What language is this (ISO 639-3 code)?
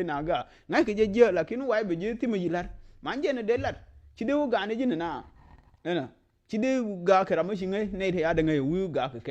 nus